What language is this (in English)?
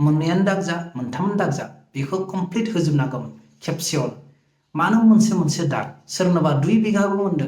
Bodo